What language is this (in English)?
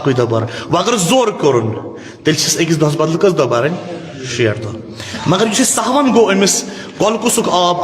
Kashmiri